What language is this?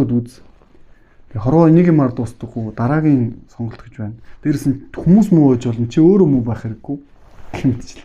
Mongolian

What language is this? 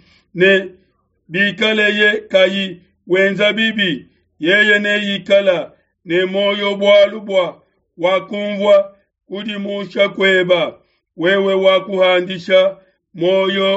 Luba-Lulua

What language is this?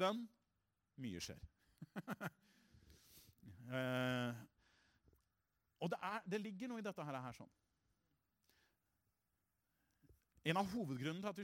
Norwegian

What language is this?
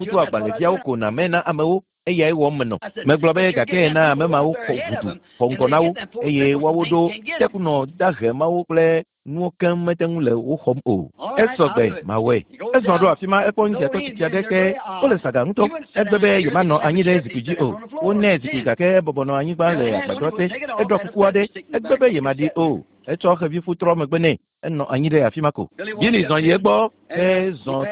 Ewe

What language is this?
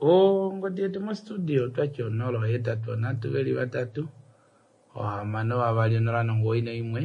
Kuanyama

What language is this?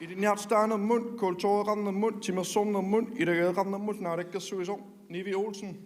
Kalaallisut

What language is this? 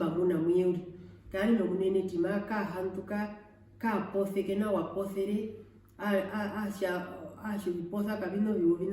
Herero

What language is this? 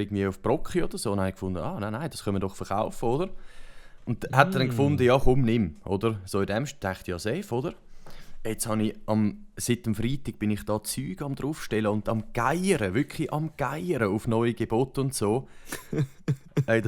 Swiss German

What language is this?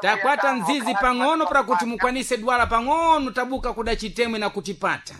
Sena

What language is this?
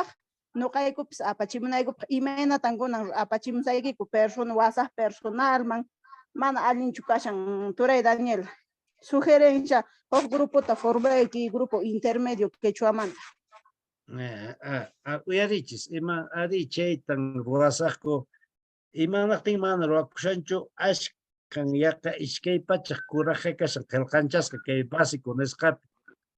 Quechua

